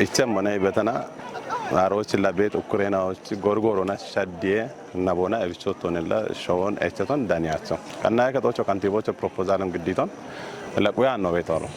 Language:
Kafa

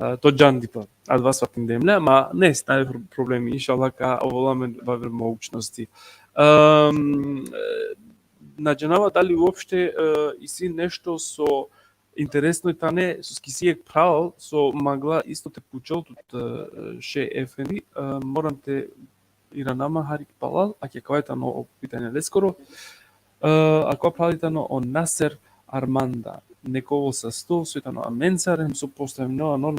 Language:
Balkan Romani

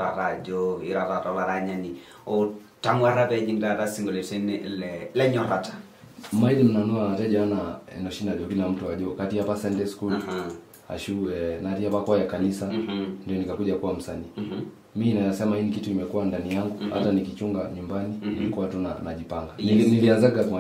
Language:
Masai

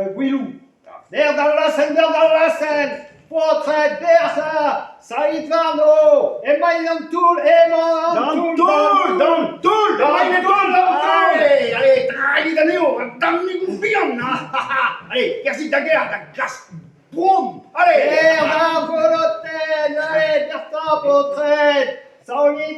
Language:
Breton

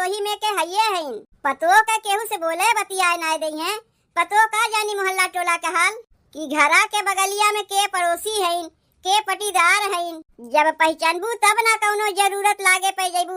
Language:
Awadhi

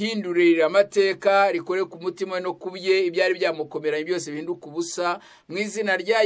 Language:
Kinyarwanda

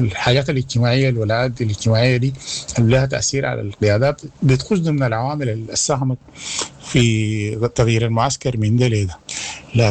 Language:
Sudanese Arabic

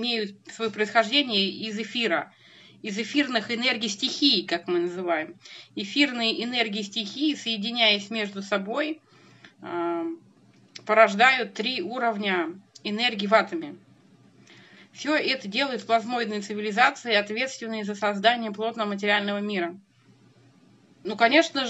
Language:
Russian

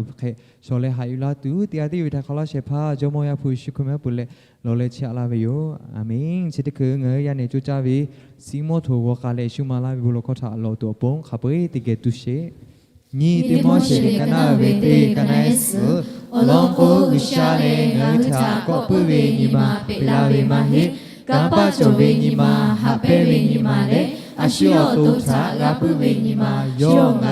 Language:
Lahu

